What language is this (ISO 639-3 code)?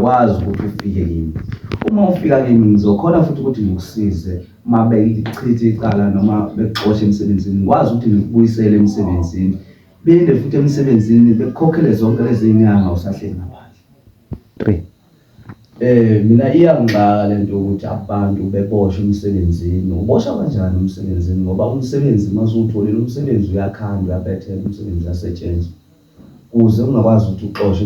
zul